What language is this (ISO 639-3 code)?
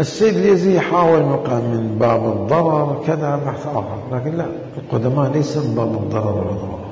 acm